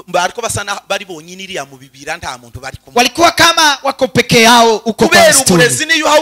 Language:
Kinyarwanda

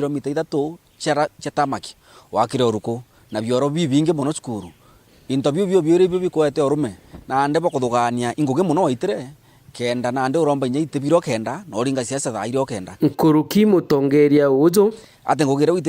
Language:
Meru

